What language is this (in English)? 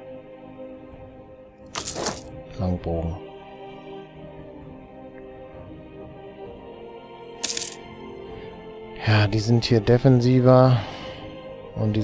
German